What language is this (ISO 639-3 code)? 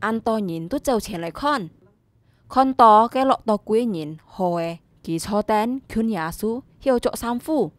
hak